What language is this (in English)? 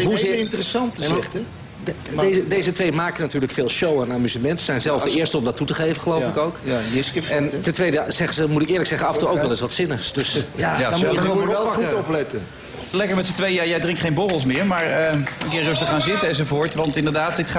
Dutch